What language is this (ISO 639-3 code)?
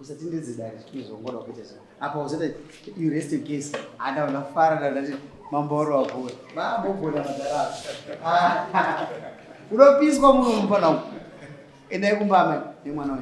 sna